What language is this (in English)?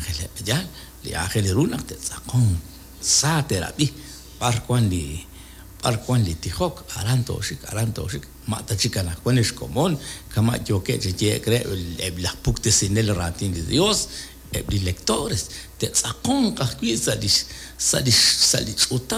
Kekchí